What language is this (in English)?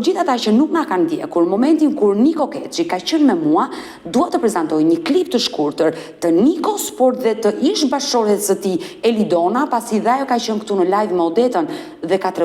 Albanian